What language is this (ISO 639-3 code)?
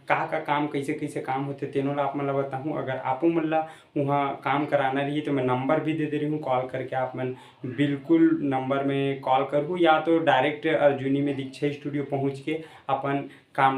hne